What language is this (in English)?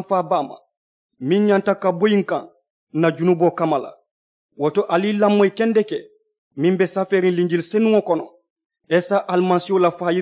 Mandingo